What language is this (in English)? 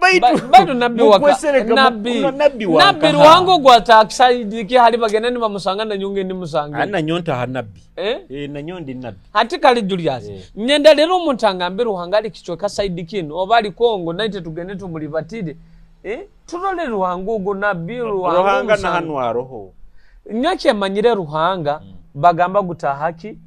Nyoro